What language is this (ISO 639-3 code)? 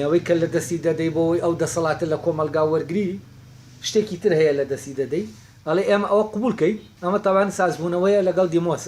ckb